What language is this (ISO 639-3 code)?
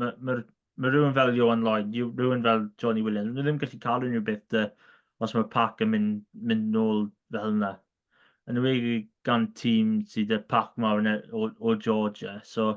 cym